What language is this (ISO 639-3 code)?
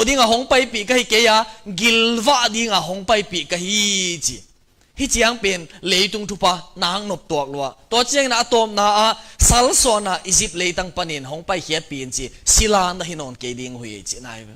ctd